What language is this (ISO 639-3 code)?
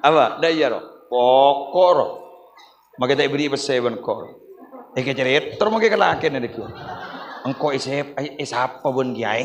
mad